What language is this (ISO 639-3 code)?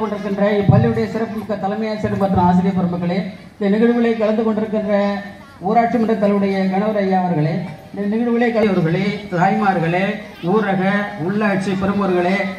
tam